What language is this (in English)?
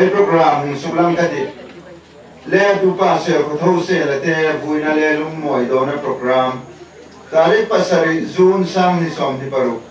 Hmar